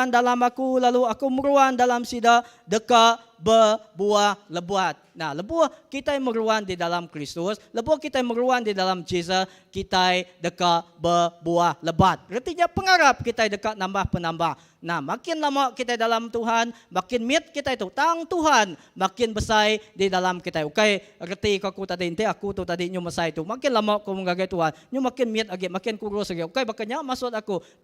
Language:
Iban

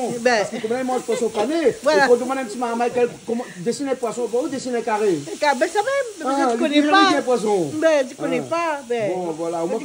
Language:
Réunion Creole French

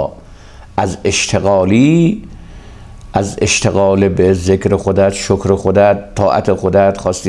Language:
Persian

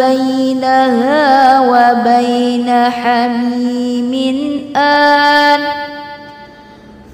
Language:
Arabic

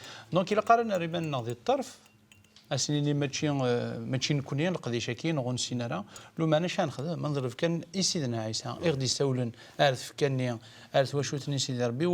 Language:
Kabyle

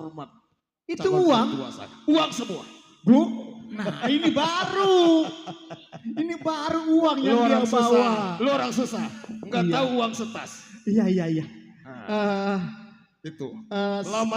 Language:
Betawi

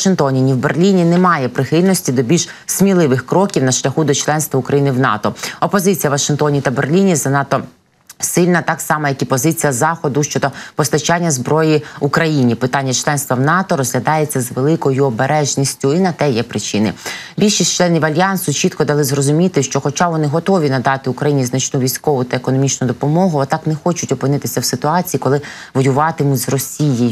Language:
Ukrainian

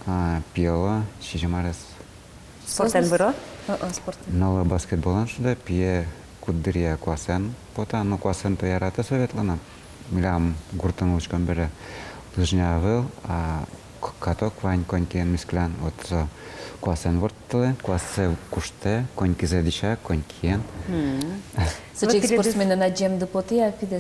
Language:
Udmurt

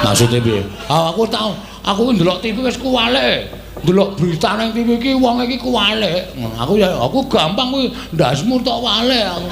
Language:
Javanese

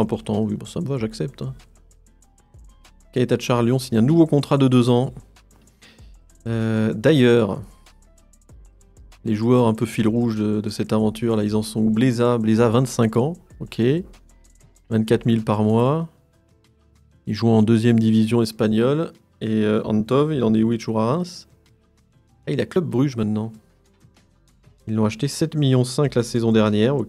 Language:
French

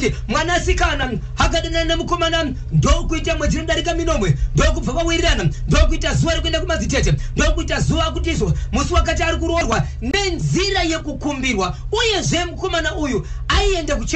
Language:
Shona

